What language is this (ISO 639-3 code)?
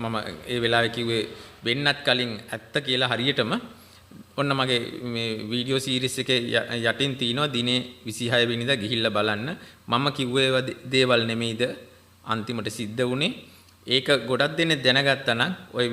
sin